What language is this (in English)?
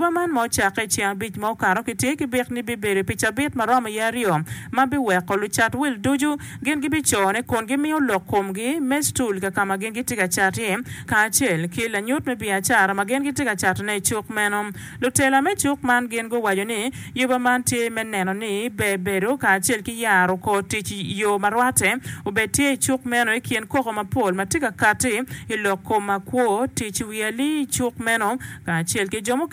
Acoli